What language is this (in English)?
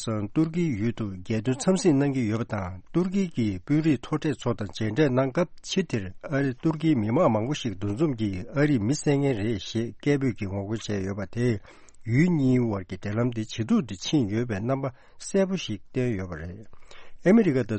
Tibetan